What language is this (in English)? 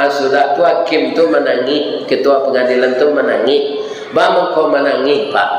Minangkabau